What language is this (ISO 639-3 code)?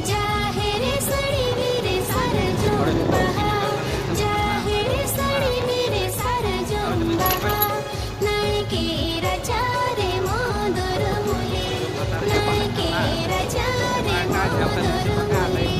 sat